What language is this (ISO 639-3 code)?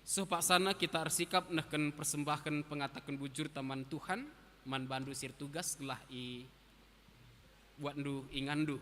btx